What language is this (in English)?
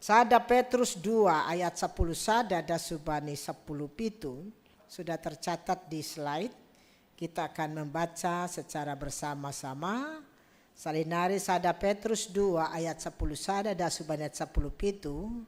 Batak Simalungun